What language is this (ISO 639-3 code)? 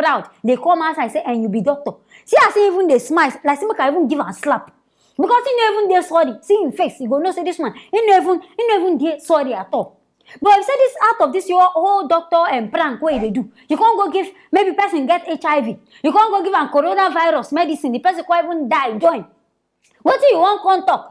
pcm